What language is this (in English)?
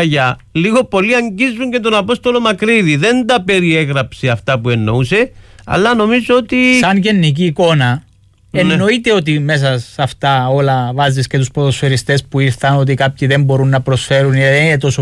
Greek